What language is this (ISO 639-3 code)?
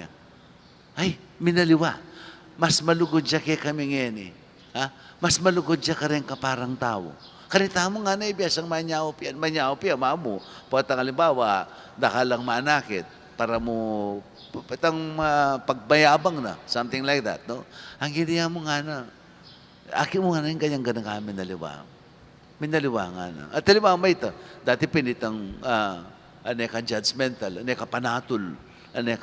pam